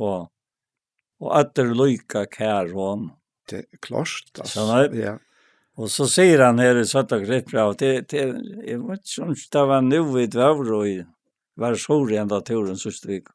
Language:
Faroese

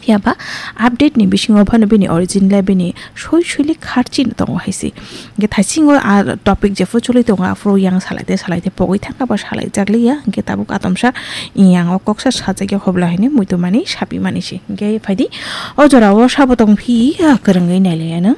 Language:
Kok Borok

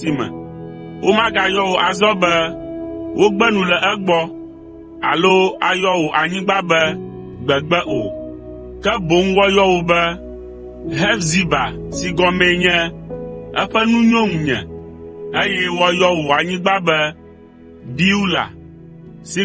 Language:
Ewe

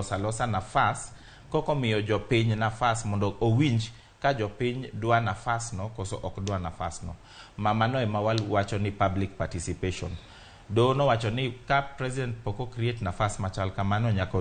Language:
Luo (Kenya and Tanzania)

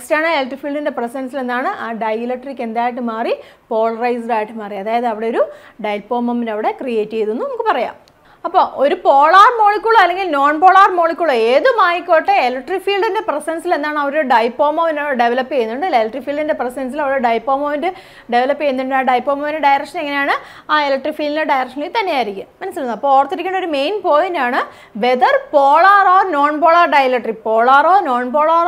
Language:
Malayalam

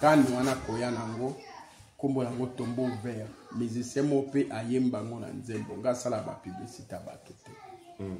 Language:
Lingala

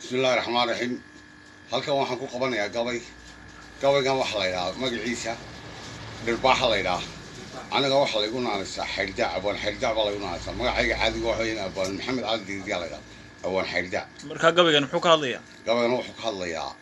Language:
Somali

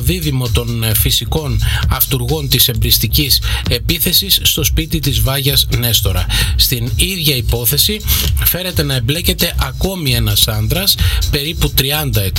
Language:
Greek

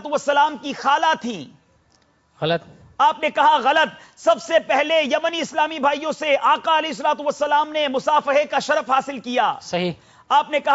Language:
Urdu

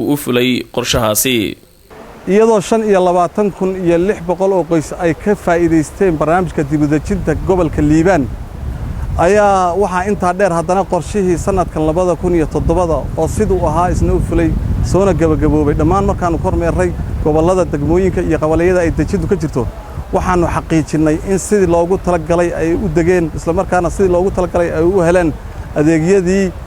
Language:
Somali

